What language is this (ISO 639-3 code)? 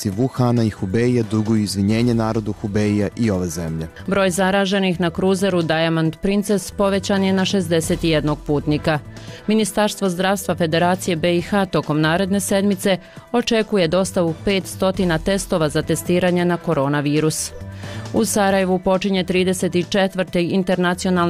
bos